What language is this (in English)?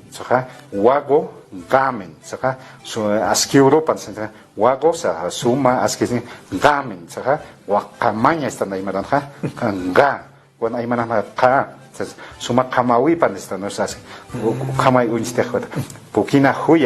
Aymara